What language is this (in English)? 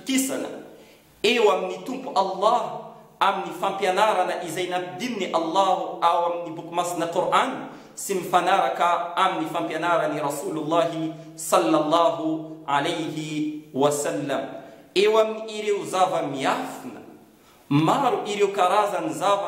Malagasy